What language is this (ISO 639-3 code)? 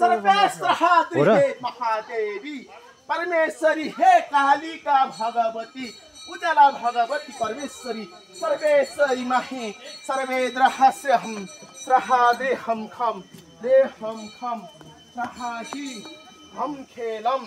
nep